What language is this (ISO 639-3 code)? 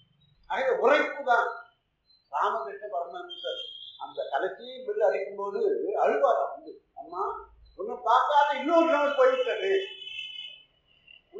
tam